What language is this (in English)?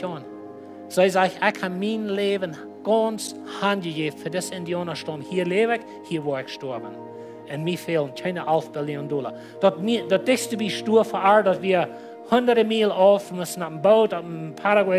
Plautdietsch